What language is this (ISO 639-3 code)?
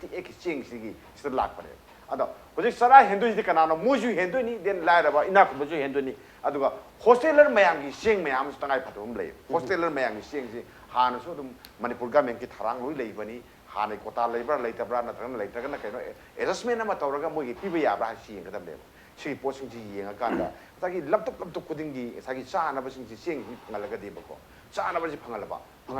mni